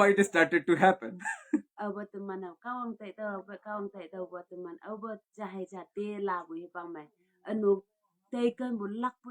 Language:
Konyak Naga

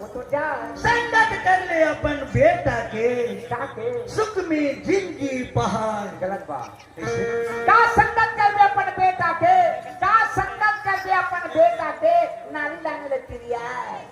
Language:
Chhattisgarhi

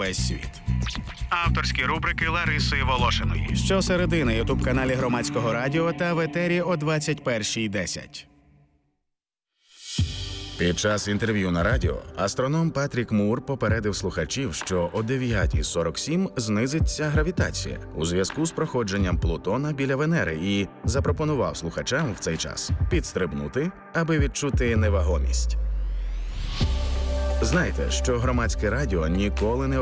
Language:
Ukrainian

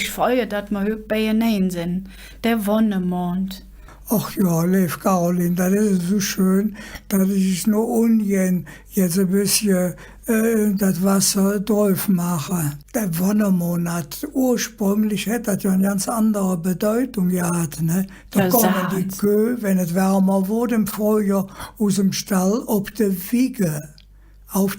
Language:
Colognian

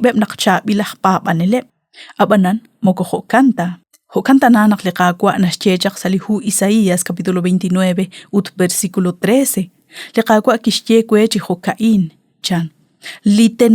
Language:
Kekchí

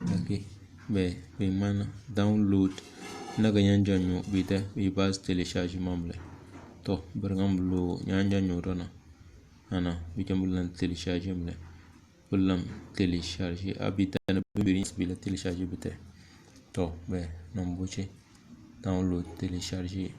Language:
Tem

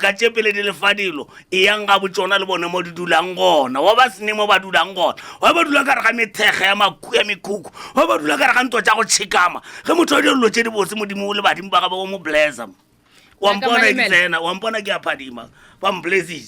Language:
Northern Sotho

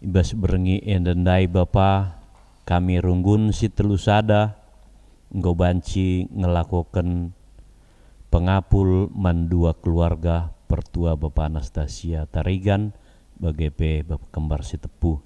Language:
Batak Karo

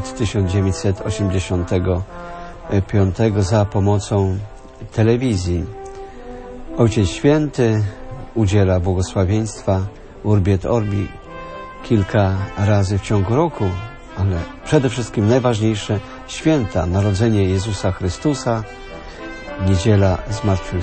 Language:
Polish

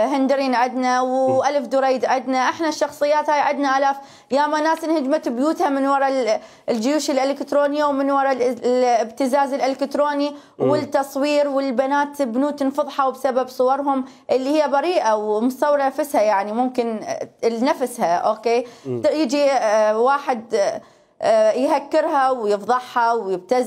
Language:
Mesopotamian Arabic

